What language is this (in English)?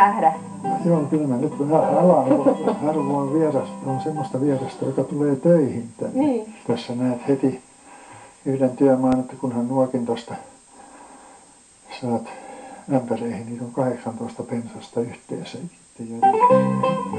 Finnish